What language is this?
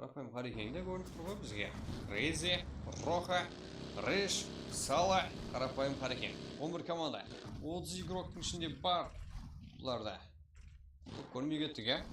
Kara-Kalpak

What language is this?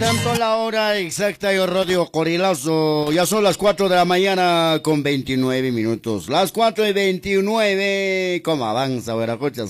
Quechua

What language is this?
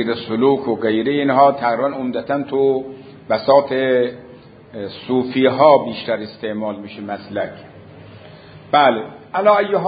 Persian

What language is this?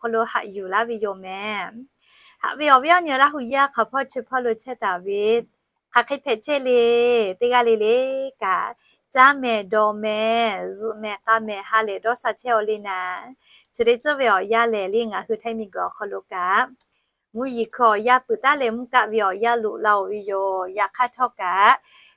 Lahu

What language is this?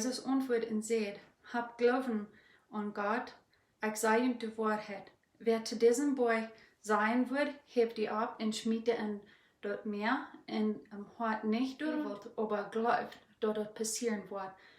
Plautdietsch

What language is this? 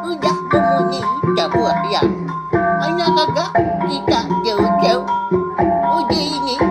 Iban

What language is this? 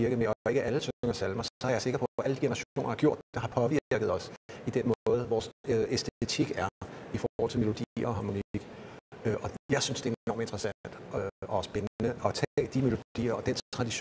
Danish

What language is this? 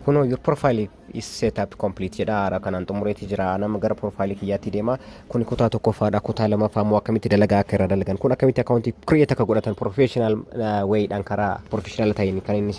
Oromo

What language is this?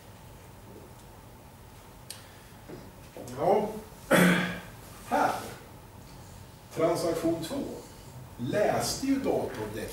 Swedish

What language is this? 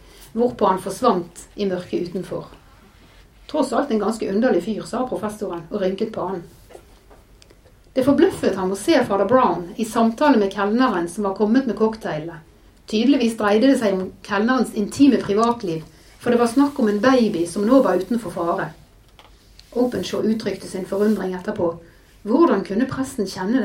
Norwegian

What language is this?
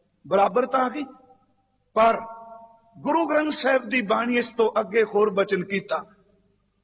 Punjabi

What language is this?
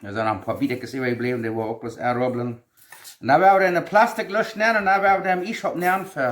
Plautdietsch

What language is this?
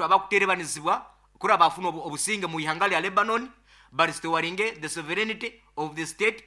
Nyoro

